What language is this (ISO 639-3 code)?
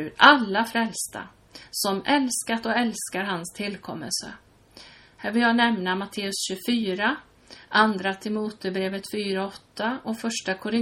swe